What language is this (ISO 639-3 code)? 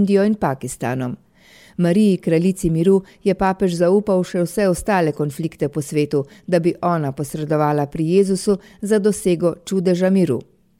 slv